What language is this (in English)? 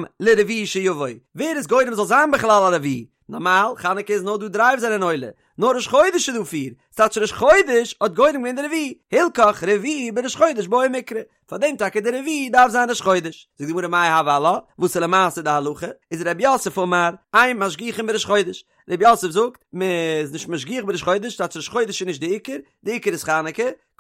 Yiddish